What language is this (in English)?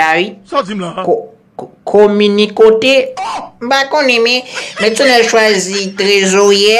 Haitian Creole